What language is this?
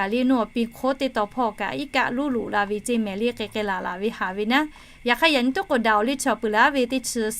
Lahu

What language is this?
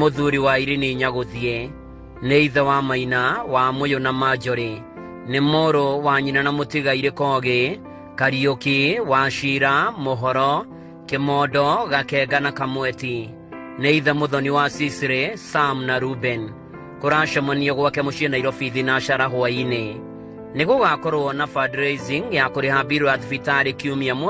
Kikuyu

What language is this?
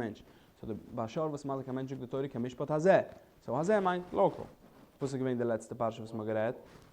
Yiddish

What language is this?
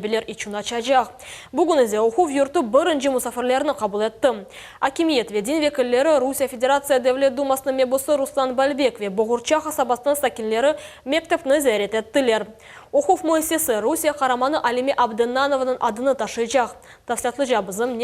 Crimean Tatar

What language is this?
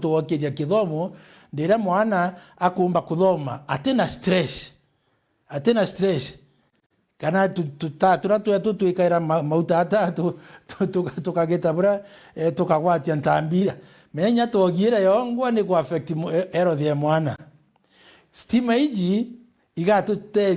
Meru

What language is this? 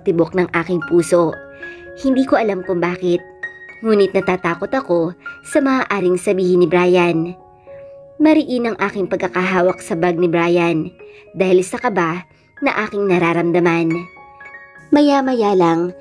Filipino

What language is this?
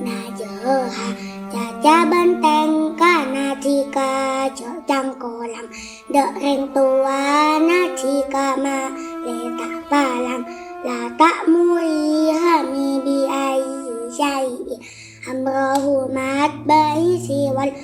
Madurese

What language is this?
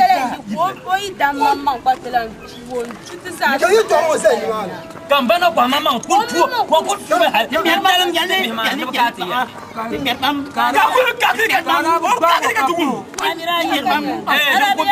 Dagbani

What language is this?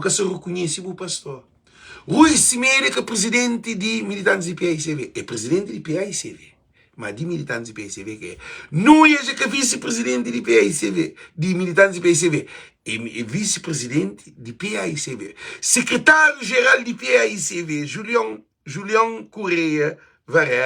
Kabuverdianu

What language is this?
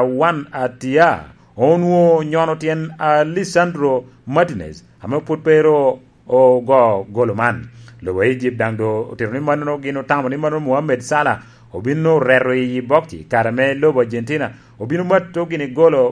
Lango (Uganda)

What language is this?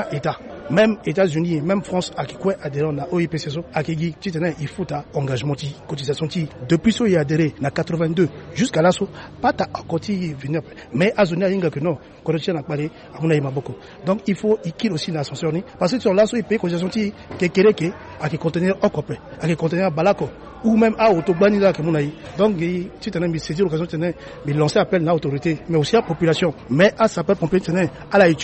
Sango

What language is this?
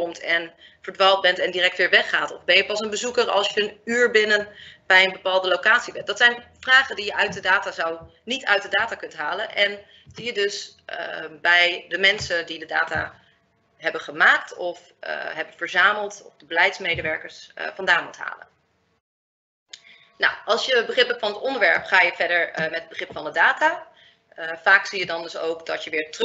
Dutch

